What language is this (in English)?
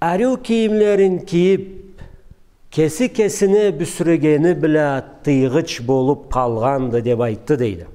Karachay-Balkar